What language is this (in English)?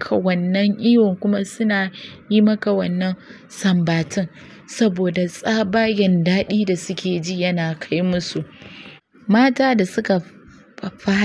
Hausa